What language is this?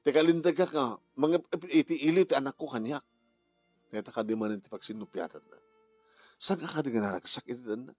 Iloko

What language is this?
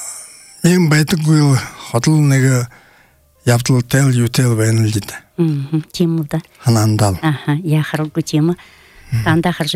Buriat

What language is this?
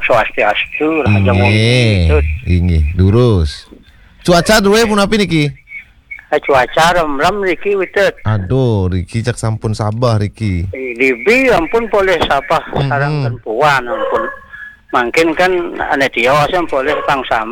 Balinese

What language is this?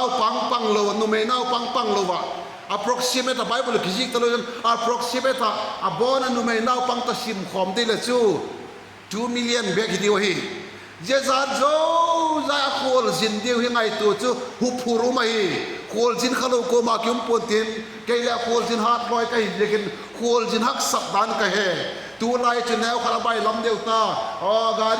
Vaiphei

